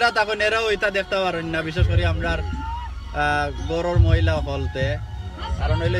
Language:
Sylheti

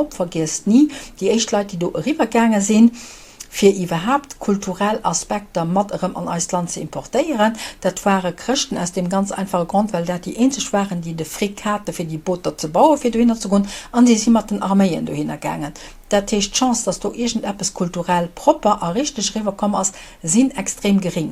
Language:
Luxembourgish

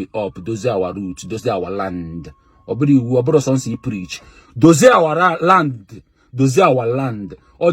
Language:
Igbo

